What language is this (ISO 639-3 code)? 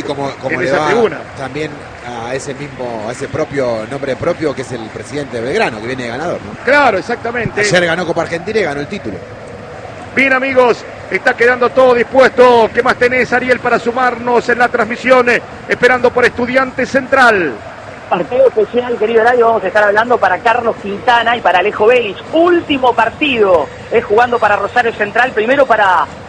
spa